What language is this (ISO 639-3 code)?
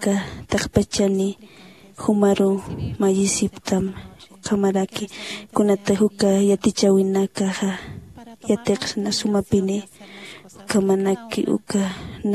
aym